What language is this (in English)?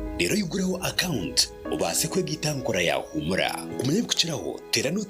Nyankole